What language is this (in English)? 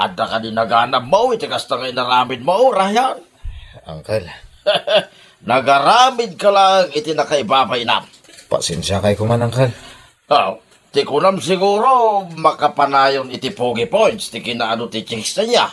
Iloko